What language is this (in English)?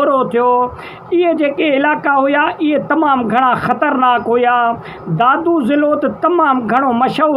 Sindhi